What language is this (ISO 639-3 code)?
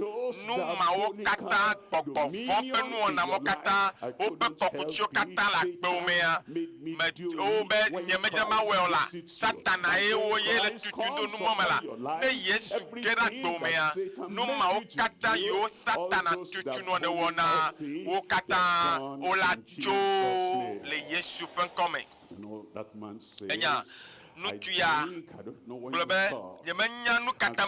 ewe